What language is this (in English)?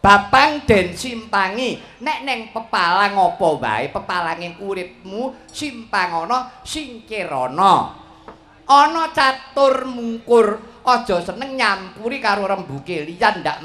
Javanese